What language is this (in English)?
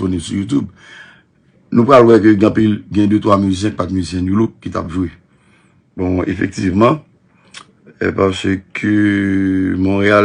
Haitian Creole